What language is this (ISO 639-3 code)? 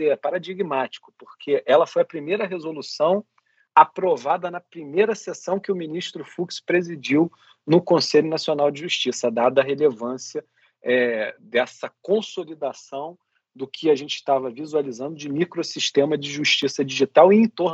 por